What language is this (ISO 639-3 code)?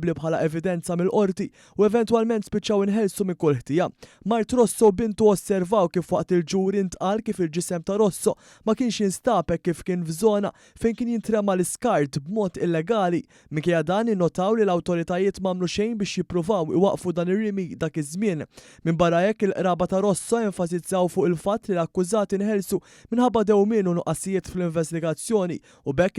mlt